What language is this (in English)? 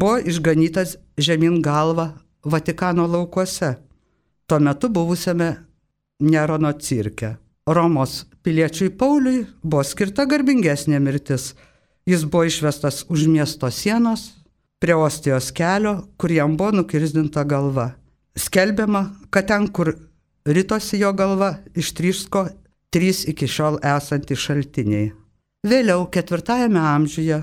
Lithuanian